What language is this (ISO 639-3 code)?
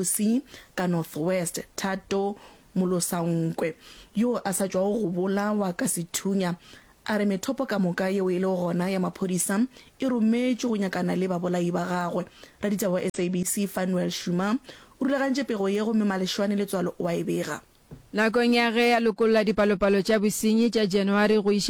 nso